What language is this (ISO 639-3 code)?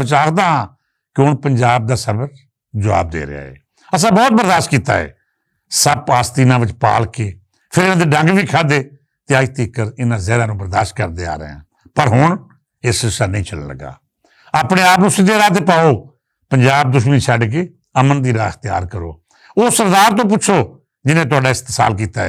lah